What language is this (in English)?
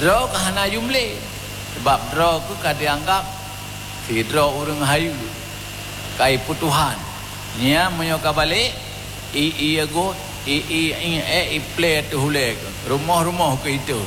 Achinese